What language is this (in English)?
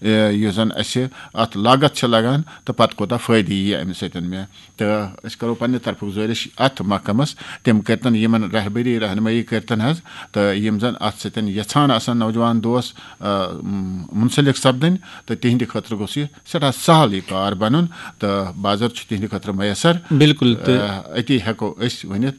Kashmiri